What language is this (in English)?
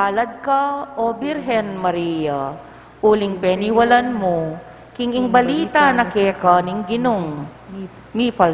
Pampanga